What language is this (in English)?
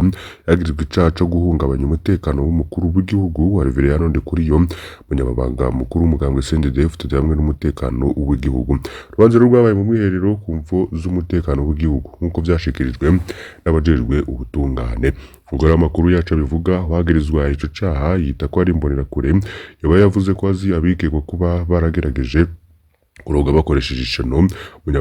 Rundi